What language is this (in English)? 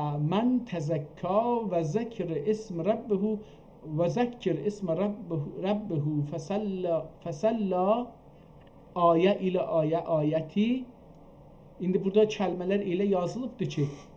South Azerbaijani